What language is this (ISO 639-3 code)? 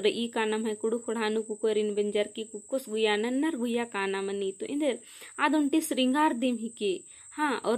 kru